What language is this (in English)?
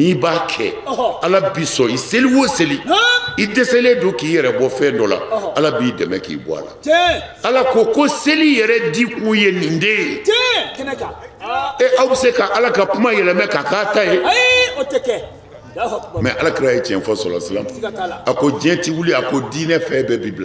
Bambara